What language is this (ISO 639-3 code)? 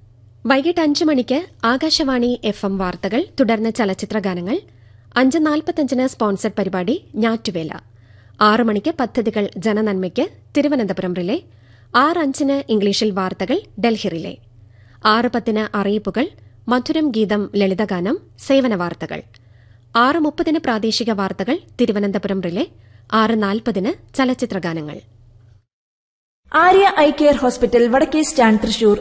mal